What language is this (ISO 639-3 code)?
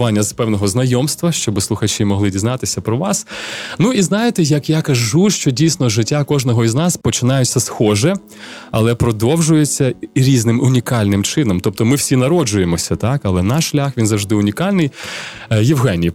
ukr